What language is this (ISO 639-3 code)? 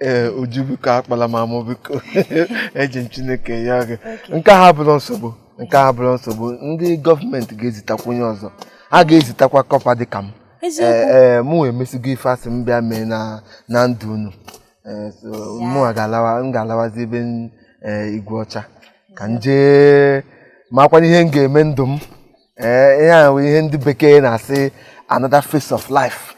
ibo